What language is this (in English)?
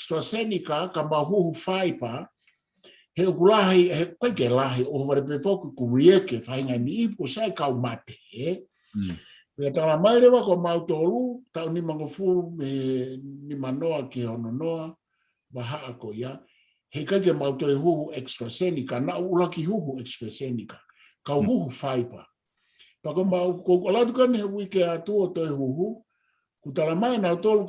Tongan